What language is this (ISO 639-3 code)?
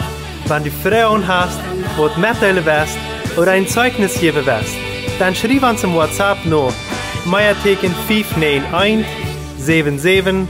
pdt